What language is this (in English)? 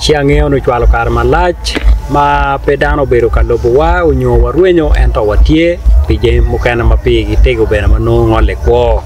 Acoli